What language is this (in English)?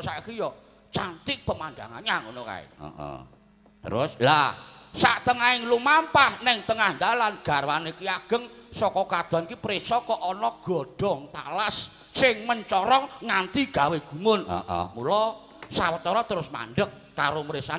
Javanese